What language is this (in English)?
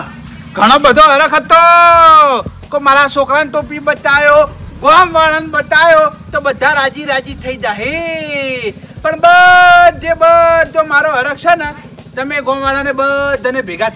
Gujarati